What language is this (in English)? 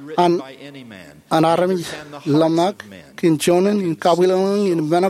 Marshallese